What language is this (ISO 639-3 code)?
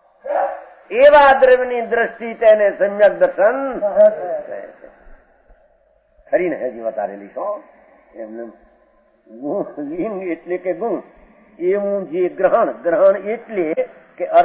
guj